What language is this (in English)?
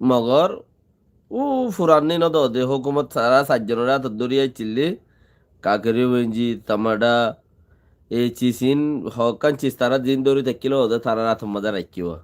Rohingya